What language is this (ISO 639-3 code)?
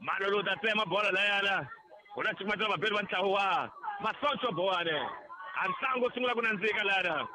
tso